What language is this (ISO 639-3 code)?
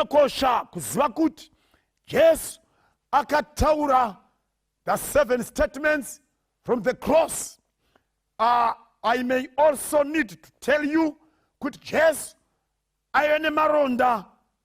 sna